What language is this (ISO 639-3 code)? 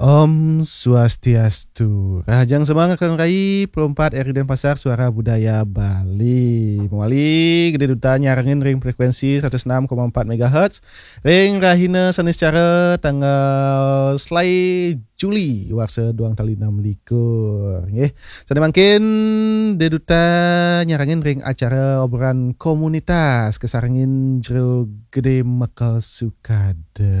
ban